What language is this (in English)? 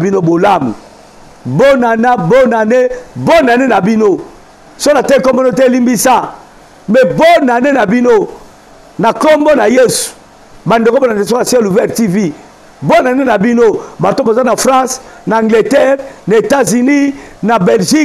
Lingala